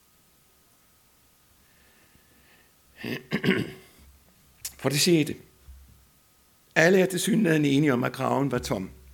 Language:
Danish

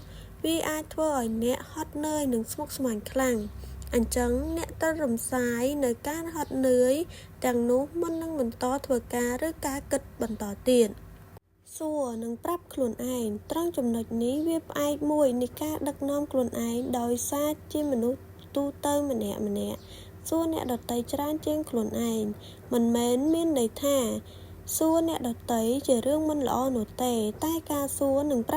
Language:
Khmer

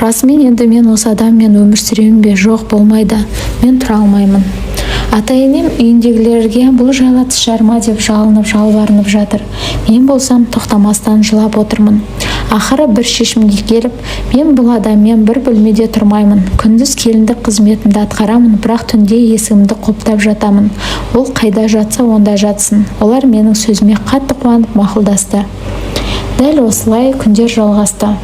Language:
Kazakh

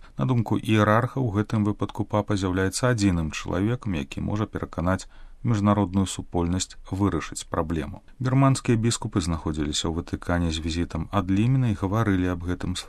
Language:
Belarusian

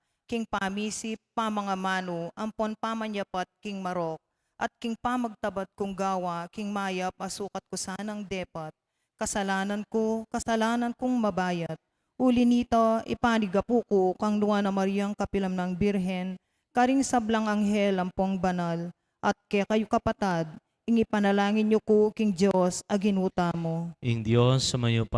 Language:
Pampanga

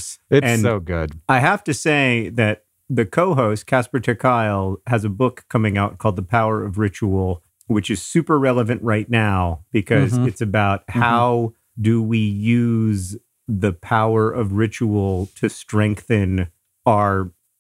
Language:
English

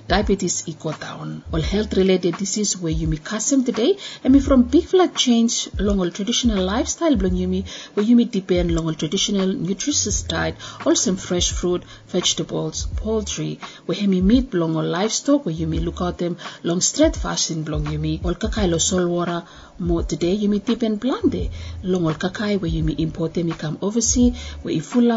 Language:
Bislama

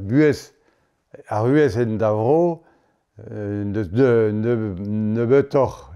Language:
Breton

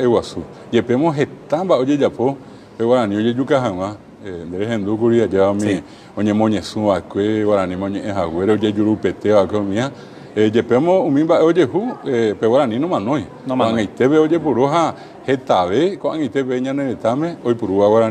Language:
Guarani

